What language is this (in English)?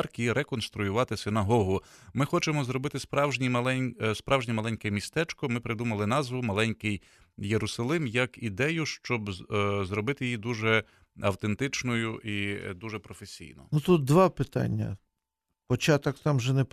Ukrainian